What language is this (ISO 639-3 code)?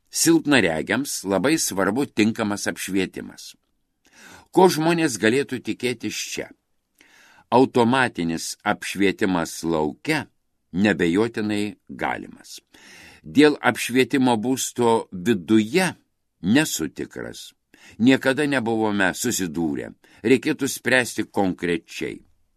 lit